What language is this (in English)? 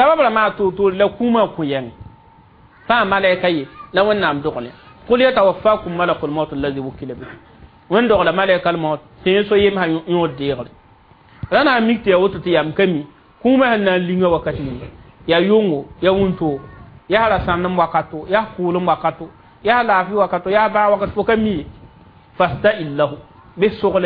Mossi